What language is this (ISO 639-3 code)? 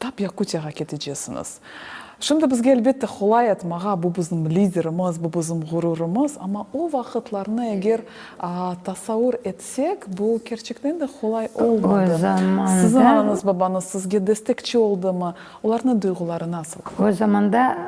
crh